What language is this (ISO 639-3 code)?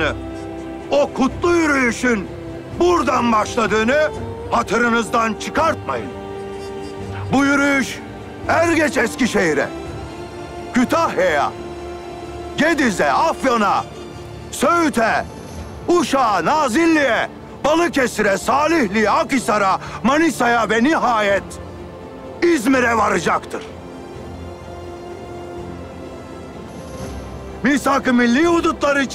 tur